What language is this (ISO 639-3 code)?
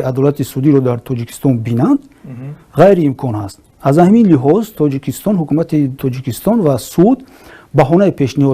tgk